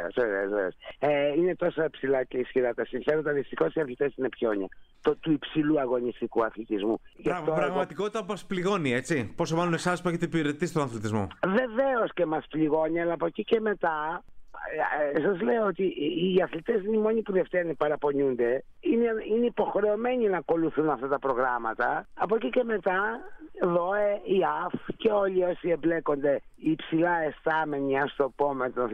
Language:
Greek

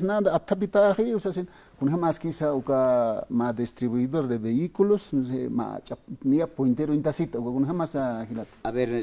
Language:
Aymara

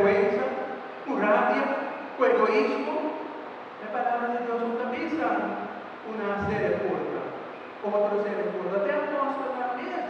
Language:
Papiamento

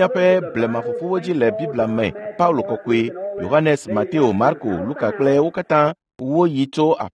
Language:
Ewe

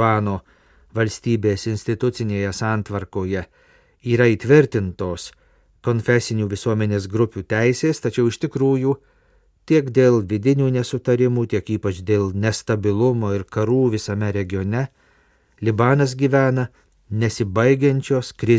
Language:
Lithuanian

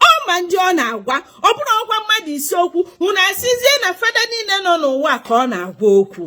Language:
Igbo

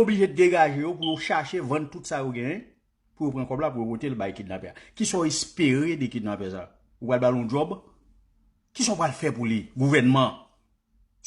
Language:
Haitian Creole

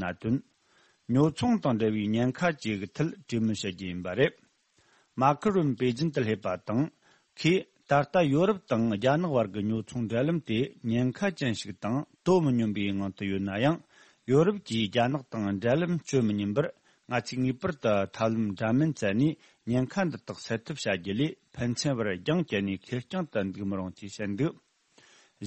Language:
Tibetan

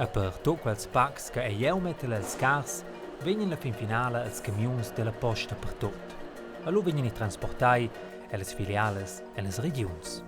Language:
Romansh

